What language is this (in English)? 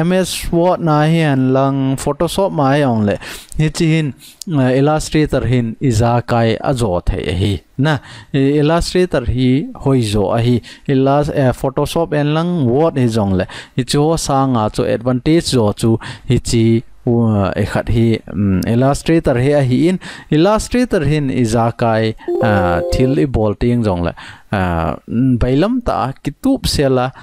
Thado Chin